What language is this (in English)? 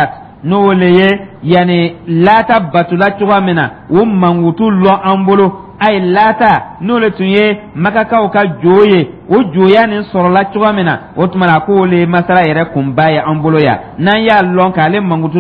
Dyula